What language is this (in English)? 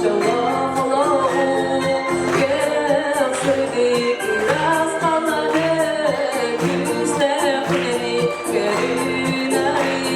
Yakut